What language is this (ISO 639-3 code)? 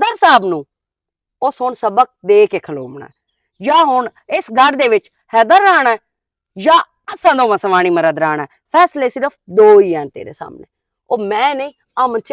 lah